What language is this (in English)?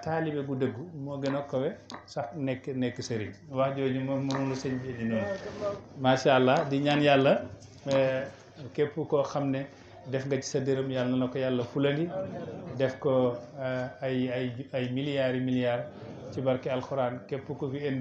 Wolof